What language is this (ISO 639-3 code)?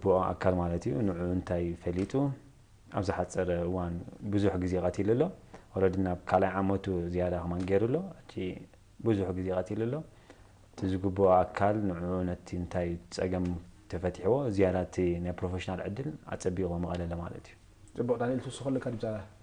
tir